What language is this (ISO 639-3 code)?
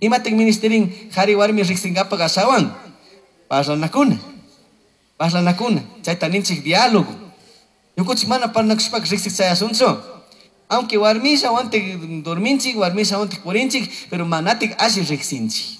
qug